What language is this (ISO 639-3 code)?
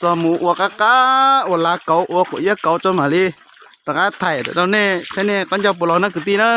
hmn